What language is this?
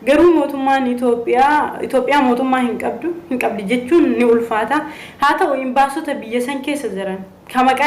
Oromo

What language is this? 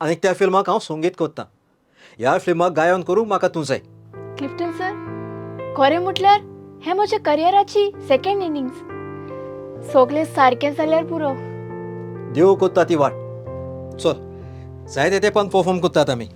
Konkani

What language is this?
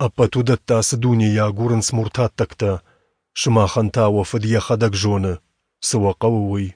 Ossetic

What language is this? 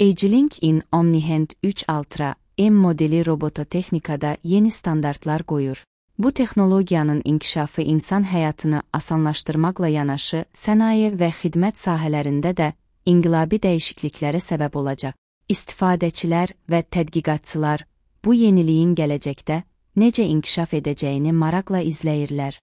Azerbaijani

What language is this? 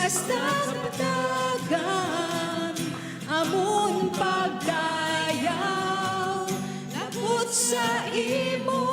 Hiligaynon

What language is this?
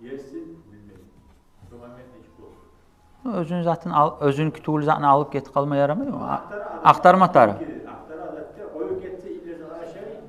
Kumyk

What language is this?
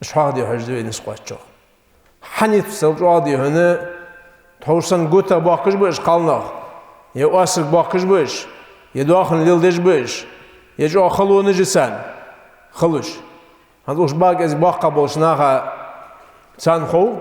Ingush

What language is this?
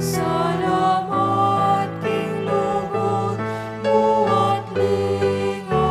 Pampanga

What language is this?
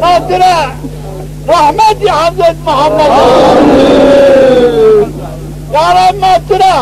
Zaza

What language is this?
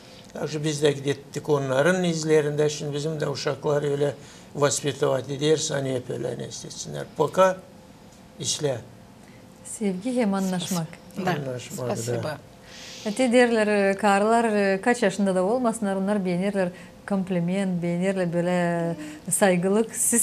Gagauz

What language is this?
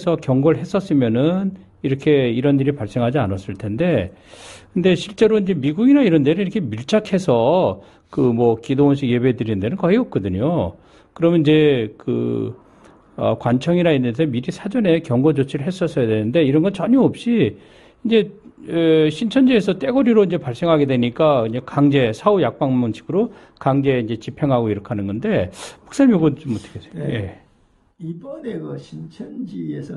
Korean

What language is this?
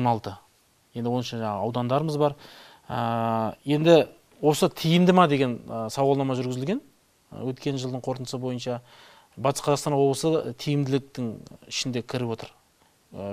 Kazakh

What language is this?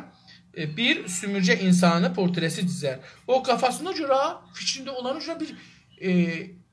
South Azerbaijani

